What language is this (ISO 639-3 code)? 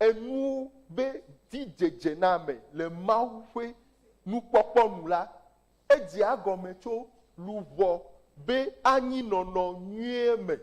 ewe